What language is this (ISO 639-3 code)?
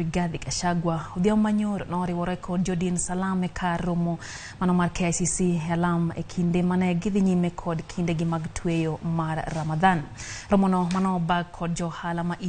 luo